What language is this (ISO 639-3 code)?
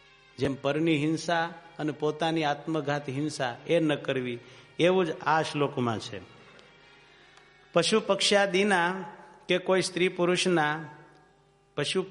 guj